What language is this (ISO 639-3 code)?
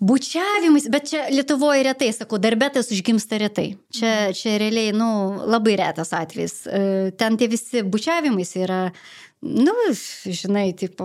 lit